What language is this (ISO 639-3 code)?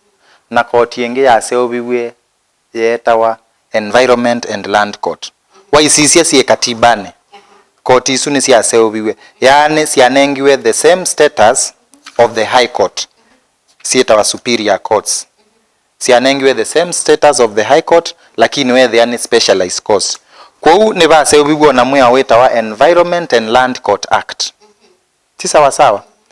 kam